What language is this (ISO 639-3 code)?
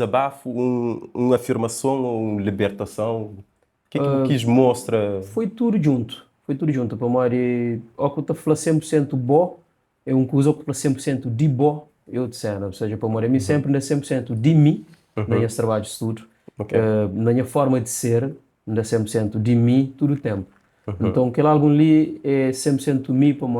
kea